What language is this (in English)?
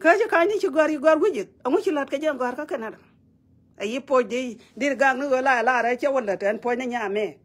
Nuer